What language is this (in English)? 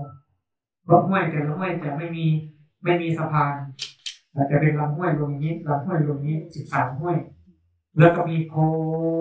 Thai